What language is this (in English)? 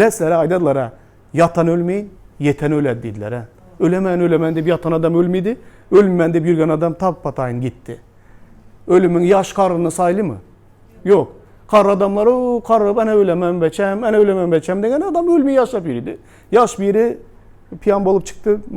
Turkmen